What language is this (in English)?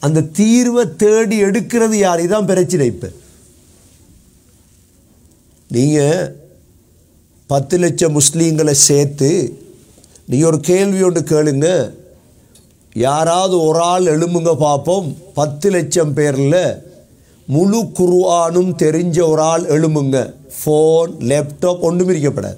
Tamil